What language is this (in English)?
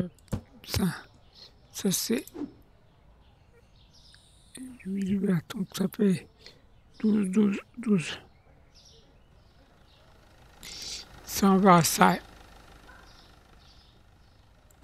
French